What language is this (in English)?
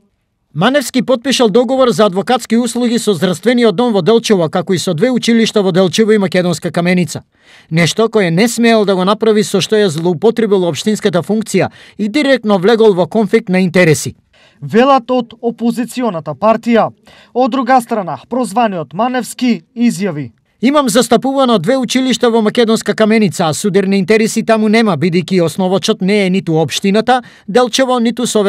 Macedonian